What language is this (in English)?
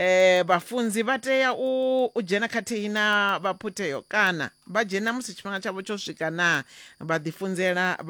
Venda